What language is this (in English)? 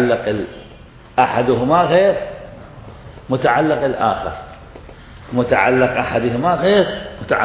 Arabic